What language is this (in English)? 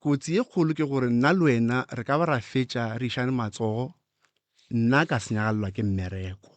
Northern Sotho